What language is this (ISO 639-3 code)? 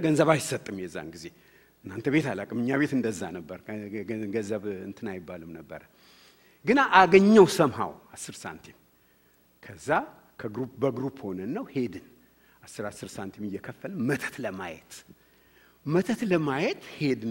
amh